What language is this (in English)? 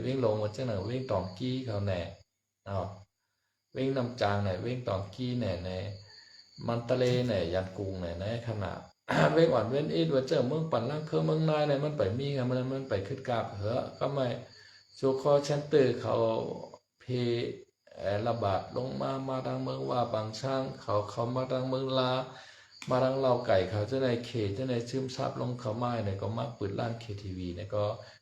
Shan